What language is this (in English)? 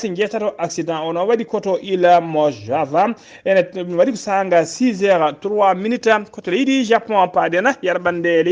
Fula